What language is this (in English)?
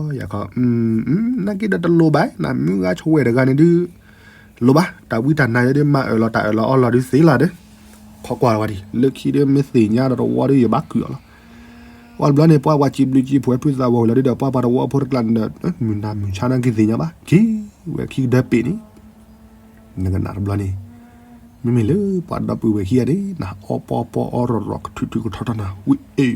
S'gaw Karen